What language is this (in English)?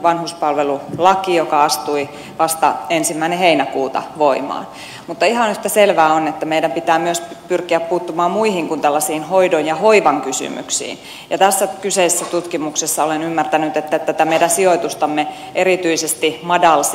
Finnish